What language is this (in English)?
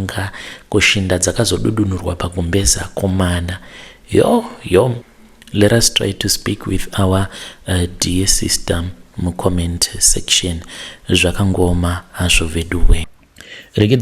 Shona